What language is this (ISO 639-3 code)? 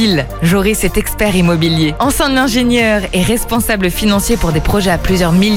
fra